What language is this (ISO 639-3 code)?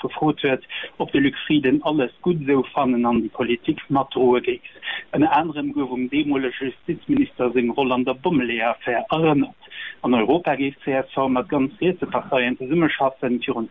ltz